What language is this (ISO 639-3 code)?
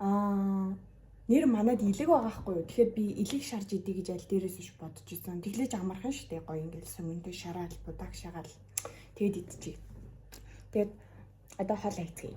mon